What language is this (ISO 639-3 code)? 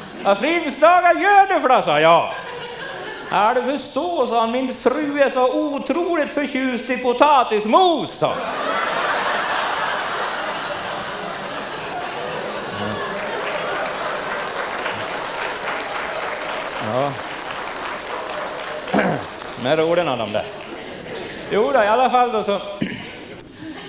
swe